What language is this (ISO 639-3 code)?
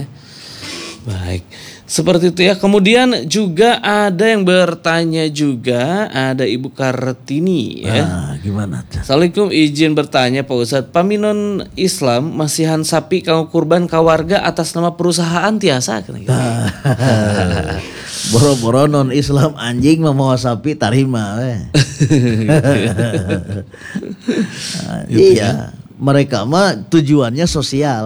ind